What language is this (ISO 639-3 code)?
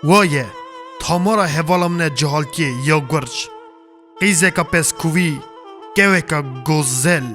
kur